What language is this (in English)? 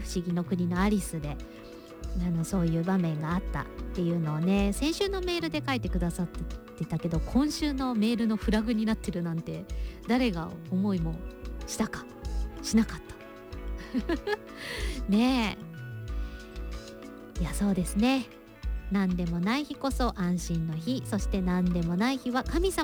Japanese